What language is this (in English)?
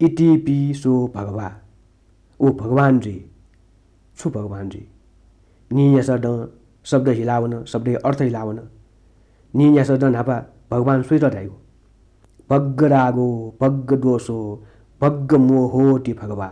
Newari